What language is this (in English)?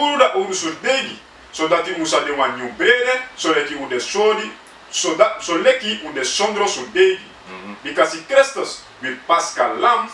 Sranan Tongo